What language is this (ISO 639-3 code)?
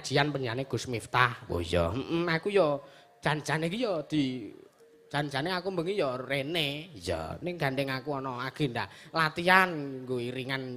jav